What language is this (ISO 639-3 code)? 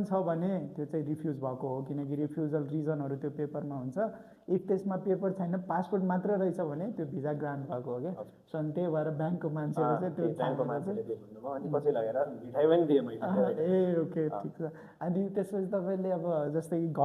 nep